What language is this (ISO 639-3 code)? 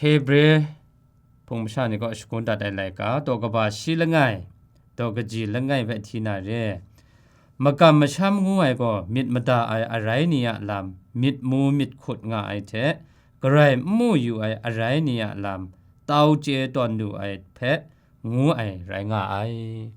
kac